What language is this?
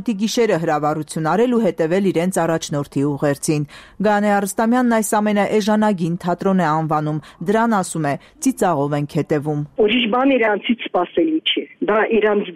Armenian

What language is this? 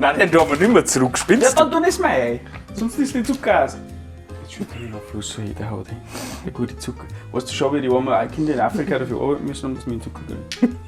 Bavarian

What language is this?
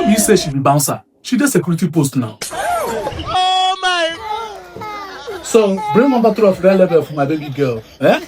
Nigerian Pidgin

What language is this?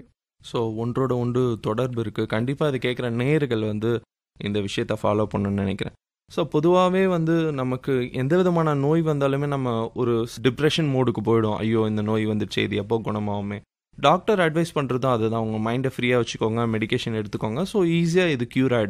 Tamil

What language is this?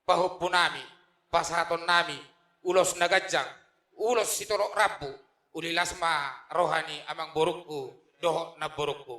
Batak Toba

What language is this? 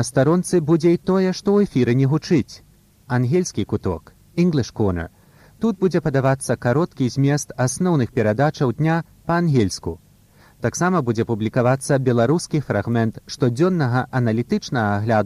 Belarusian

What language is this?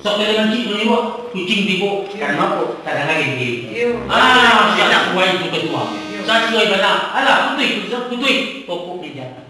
Minangkabau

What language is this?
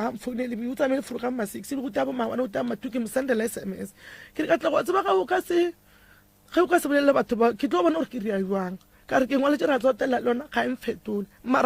Northern Sotho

